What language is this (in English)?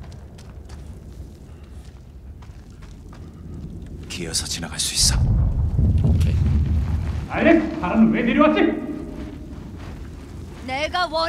Korean